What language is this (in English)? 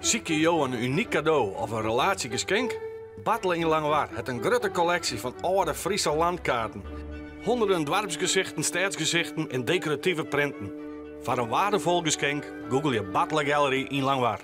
Western Frisian